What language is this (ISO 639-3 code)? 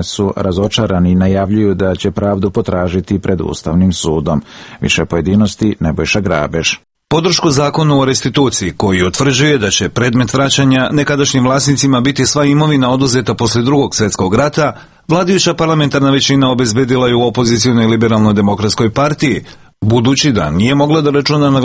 srp